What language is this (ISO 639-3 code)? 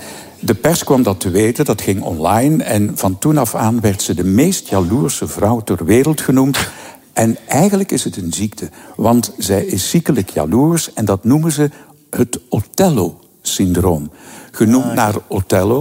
nld